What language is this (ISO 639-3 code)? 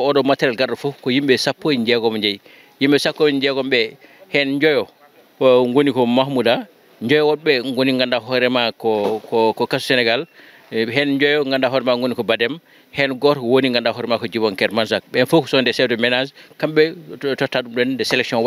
ful